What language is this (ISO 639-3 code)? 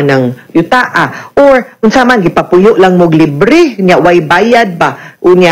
ceb